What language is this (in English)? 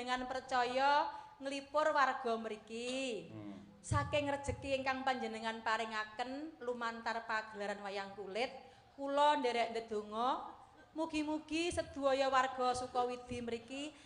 Javanese